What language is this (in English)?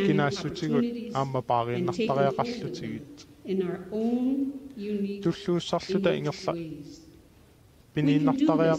Kalaallisut